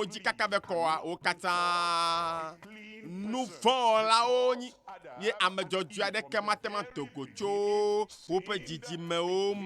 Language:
Ewe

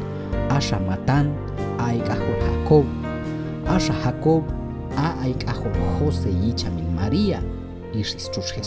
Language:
Q'anjob'al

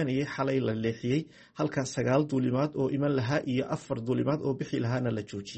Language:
Somali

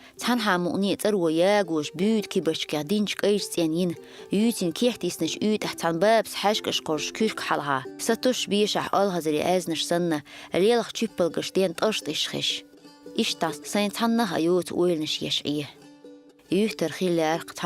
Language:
Chechen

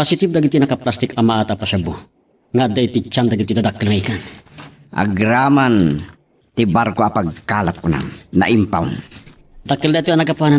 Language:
Iloko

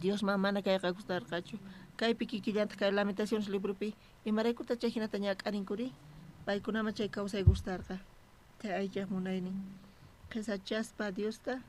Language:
South Bolivian Quechua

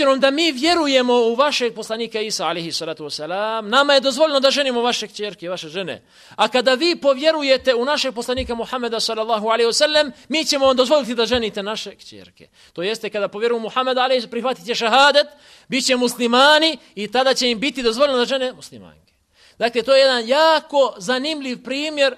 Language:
Bosnian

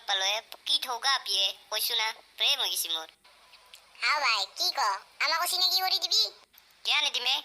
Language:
Assamese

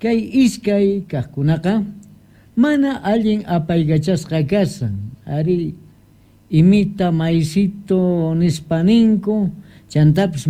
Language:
South Bolivian Quechua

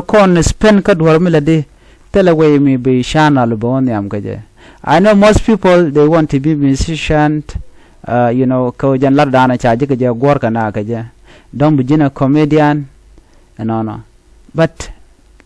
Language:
Nuer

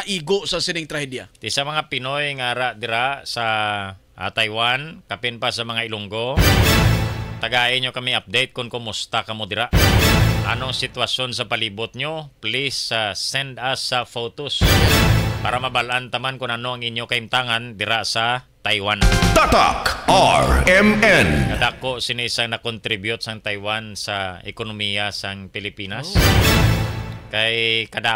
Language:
Hiligaynon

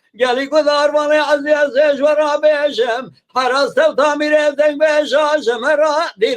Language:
Kurdish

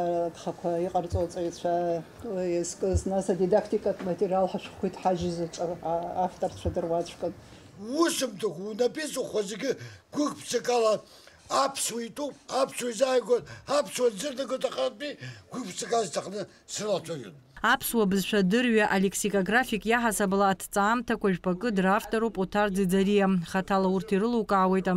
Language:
Abkhazian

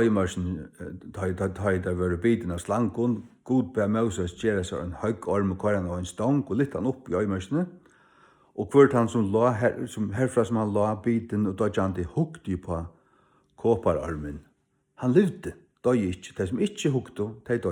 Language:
Faroese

